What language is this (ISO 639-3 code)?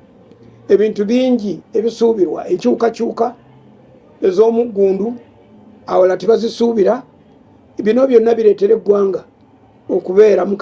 lug